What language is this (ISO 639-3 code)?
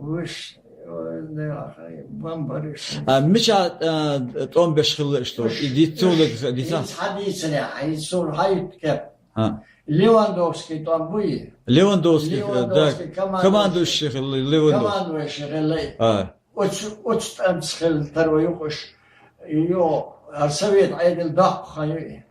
che